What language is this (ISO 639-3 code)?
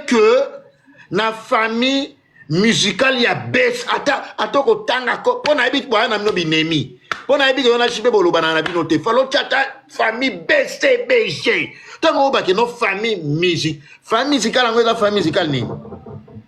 lin